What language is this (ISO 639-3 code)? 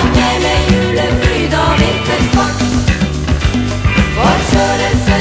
nor